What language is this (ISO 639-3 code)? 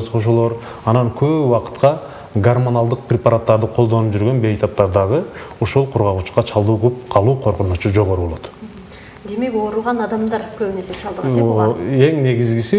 kir